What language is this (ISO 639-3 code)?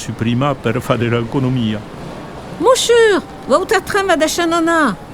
oci